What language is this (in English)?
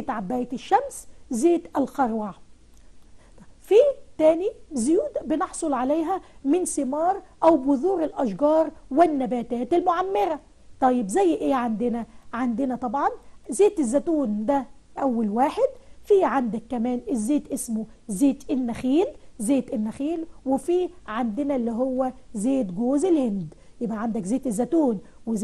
Egyptian Arabic